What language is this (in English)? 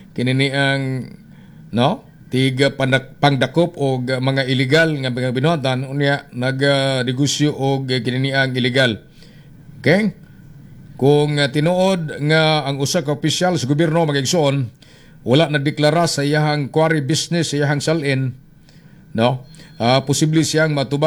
Cebuano